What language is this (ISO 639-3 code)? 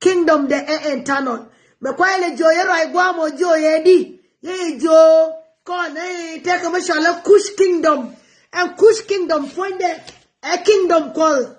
nus